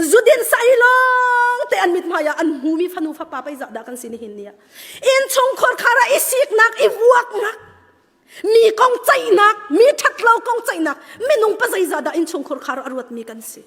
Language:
Hakha Chin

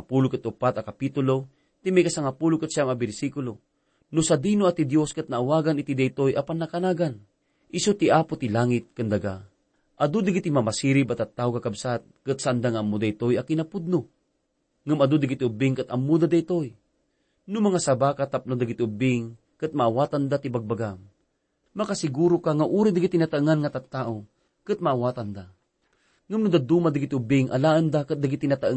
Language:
Iloko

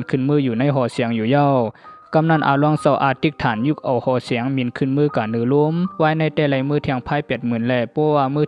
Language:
Shan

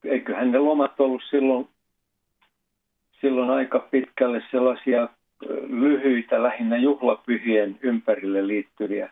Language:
Finnish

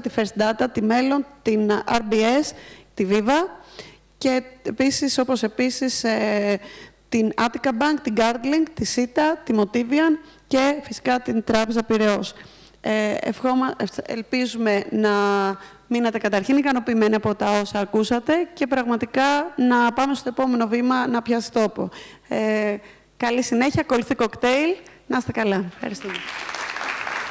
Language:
Greek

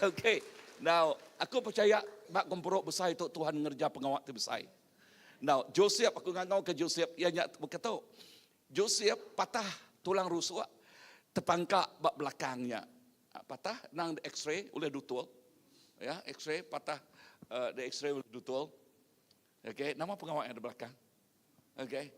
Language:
Iban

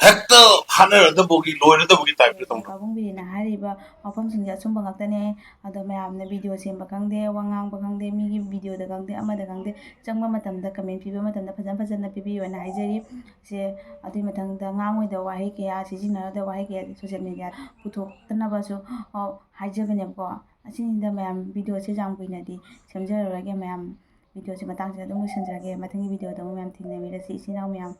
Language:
Manipuri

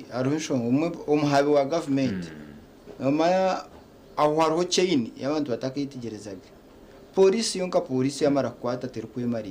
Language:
Nyankole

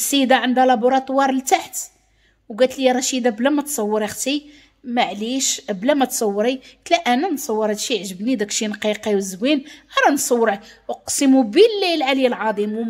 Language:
Moroccan Arabic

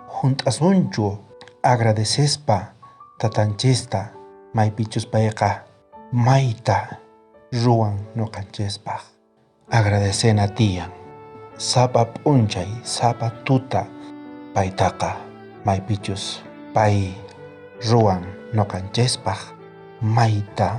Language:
South Bolivian Quechua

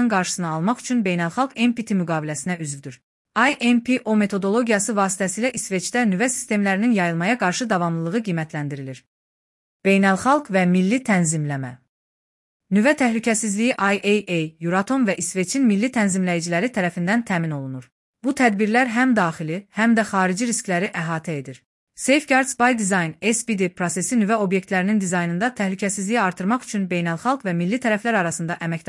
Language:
Azerbaijani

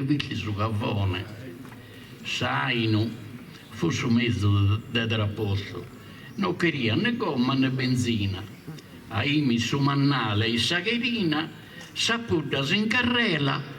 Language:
Sardinian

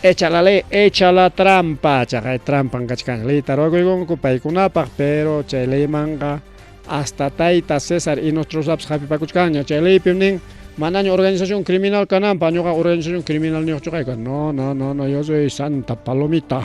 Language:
Ayacucho Quechua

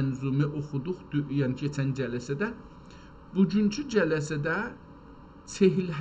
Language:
South Azerbaijani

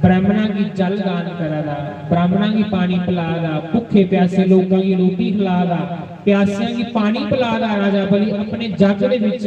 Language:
Dogri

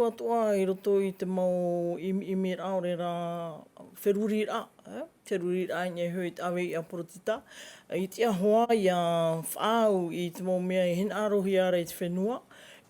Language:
Tahitian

